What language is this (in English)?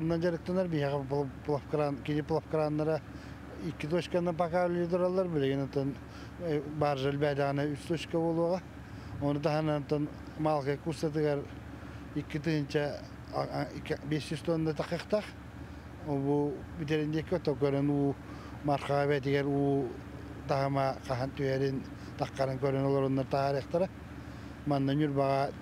Yakut